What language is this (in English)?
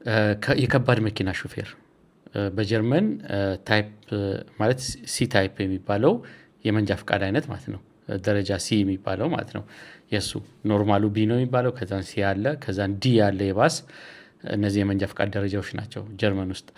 Amharic